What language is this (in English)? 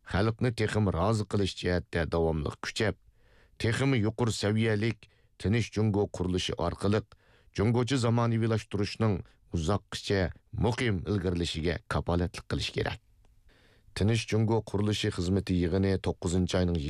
Uyghur